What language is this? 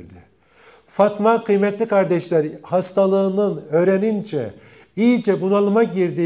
Turkish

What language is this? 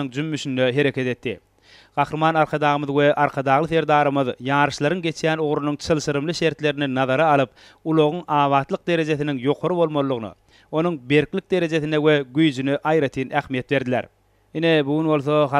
Turkmen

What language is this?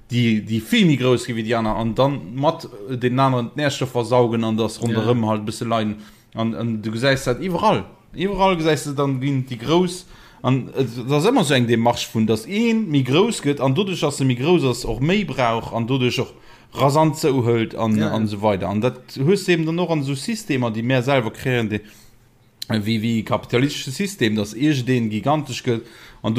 Luxembourgish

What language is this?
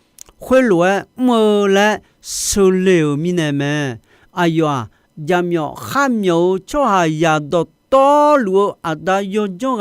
Akha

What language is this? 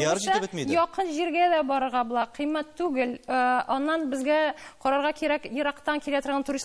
Tatar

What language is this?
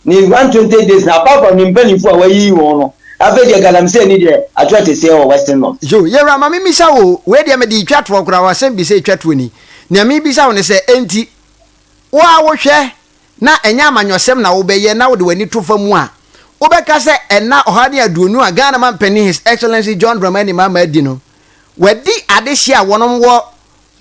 Akan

